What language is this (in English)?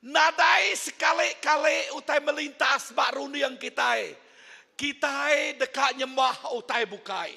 Iban